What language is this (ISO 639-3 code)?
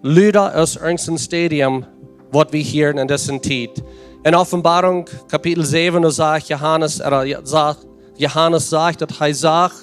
pdt